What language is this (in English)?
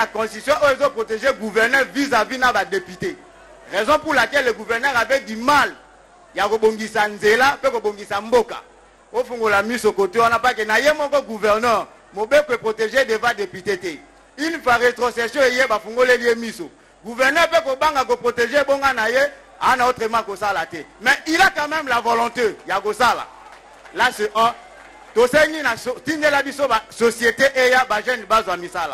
Lingala